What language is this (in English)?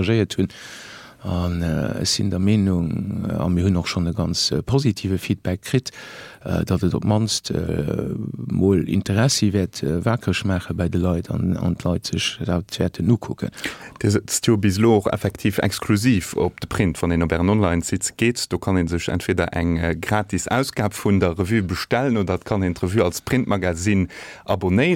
Luxembourgish